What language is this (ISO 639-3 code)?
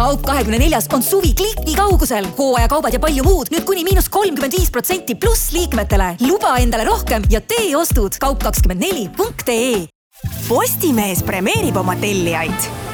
est